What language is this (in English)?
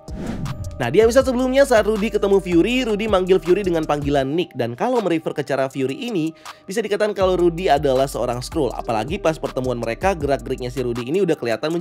Indonesian